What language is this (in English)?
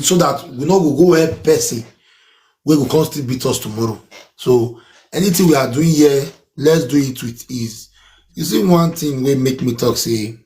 Nigerian Pidgin